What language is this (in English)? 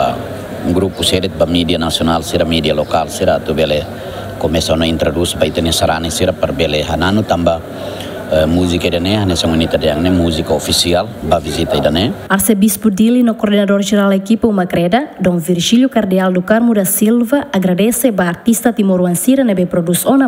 Tetum